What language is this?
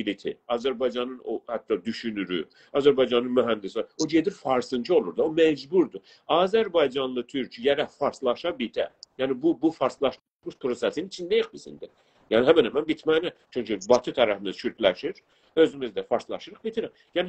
South Azerbaijani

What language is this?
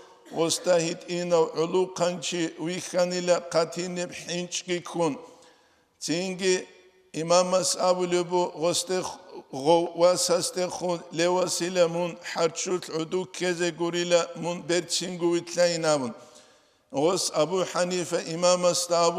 Avaric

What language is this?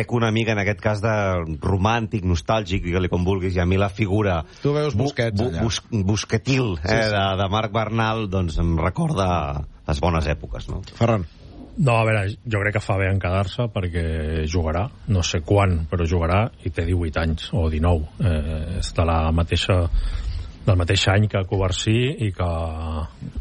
Catalan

